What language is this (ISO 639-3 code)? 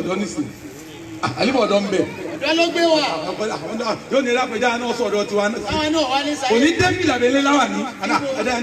yor